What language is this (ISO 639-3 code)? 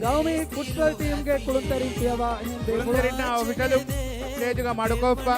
div